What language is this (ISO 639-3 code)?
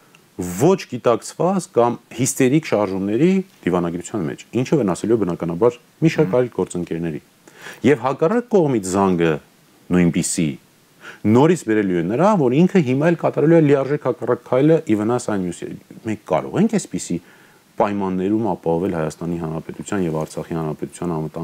hye